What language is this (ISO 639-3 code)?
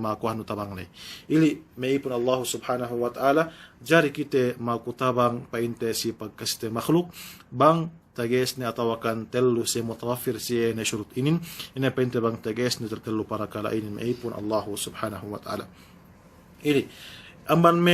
yka